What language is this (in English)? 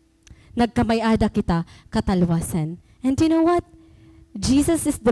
Waray